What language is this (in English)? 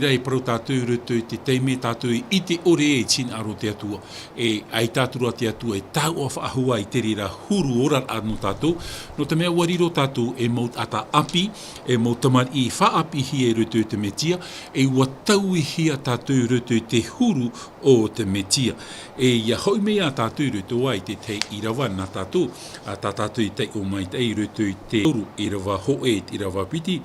Tahitian